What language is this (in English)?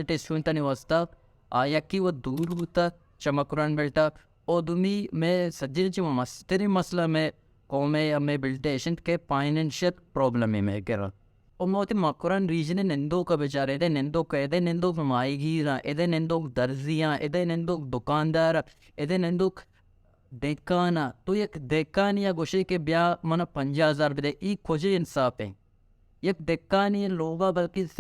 Baluchi